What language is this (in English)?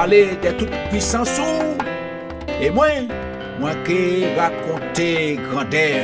Guadeloupean Creole French